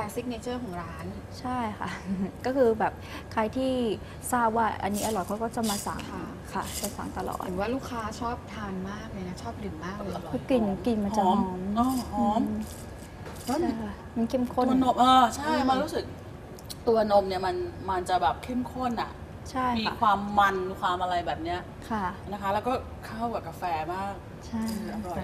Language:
Thai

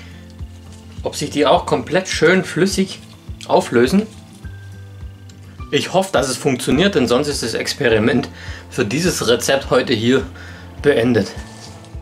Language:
German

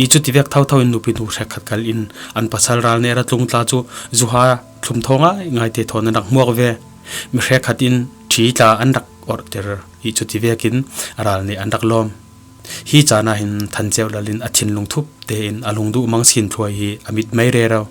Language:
Falam Chin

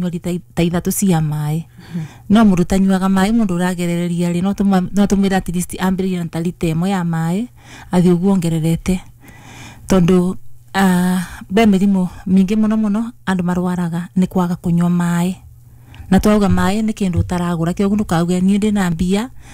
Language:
Kikuyu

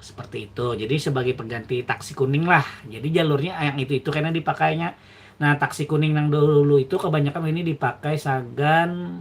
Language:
Banjar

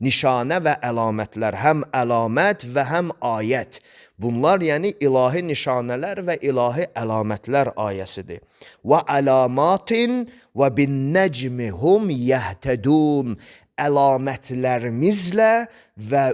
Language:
Azerbaijani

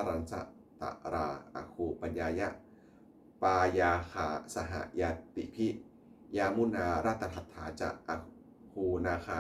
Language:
Pali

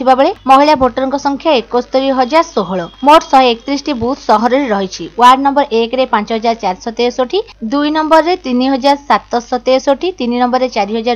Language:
Odia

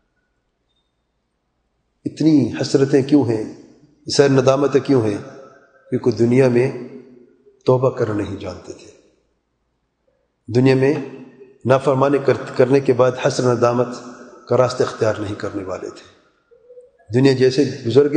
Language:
Urdu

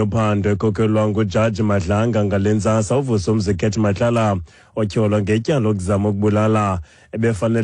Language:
Xhosa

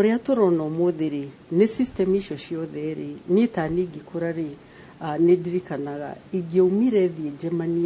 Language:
Kikuyu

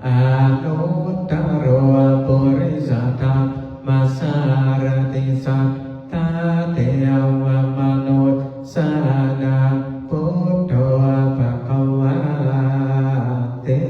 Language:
Pali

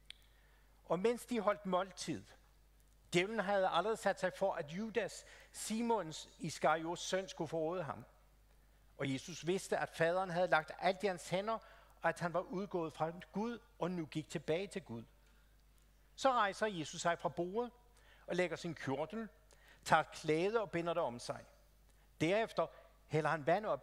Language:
Danish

